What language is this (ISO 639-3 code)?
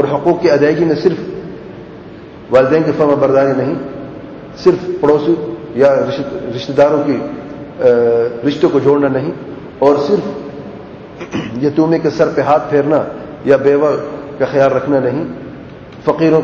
urd